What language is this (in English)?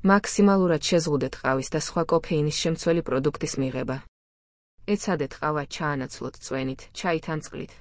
Georgian